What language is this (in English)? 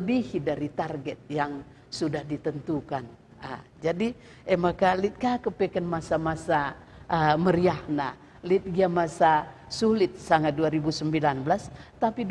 Batak Karo